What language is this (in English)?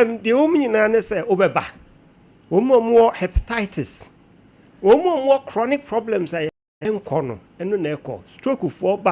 Akan